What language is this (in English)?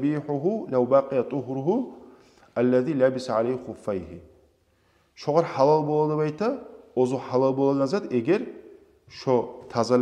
Kumyk